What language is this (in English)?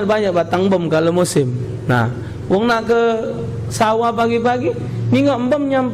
Musi